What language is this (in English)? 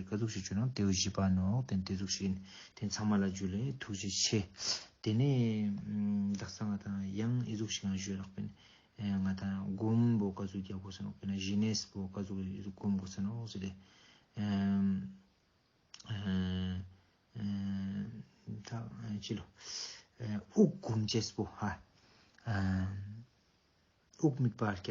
Ladakhi